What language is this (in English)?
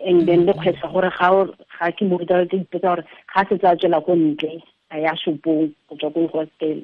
Tswana